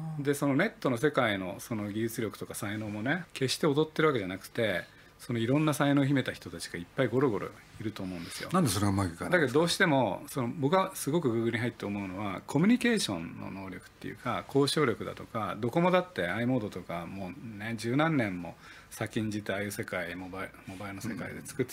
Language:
Japanese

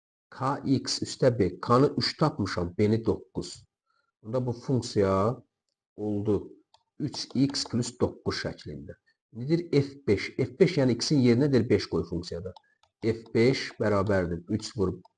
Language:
Azerbaijani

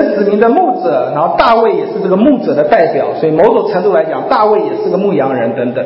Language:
Chinese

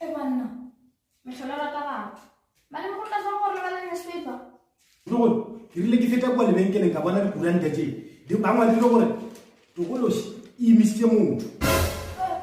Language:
Northern Sotho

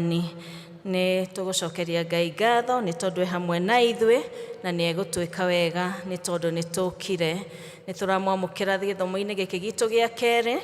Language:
Kikuyu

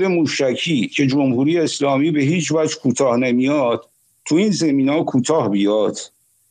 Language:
Persian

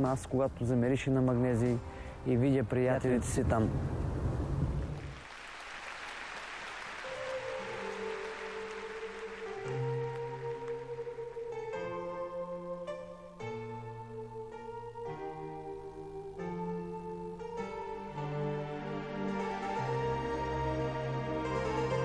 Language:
Bulgarian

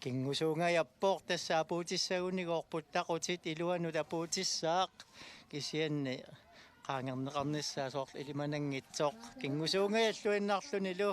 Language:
Kalaallisut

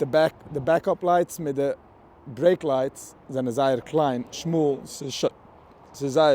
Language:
Yiddish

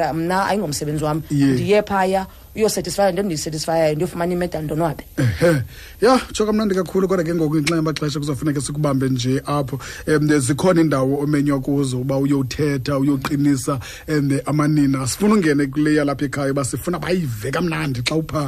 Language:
Xhosa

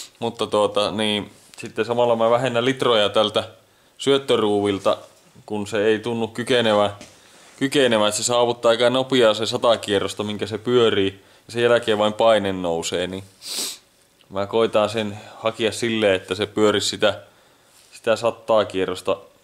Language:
Finnish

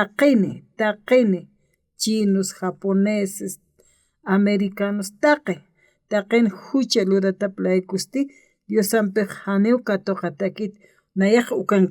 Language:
Aymara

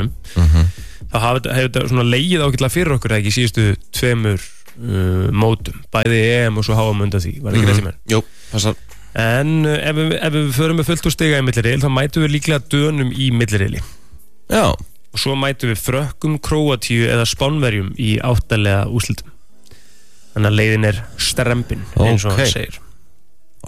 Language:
Icelandic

